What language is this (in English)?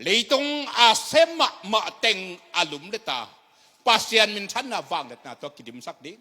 Tedim Chin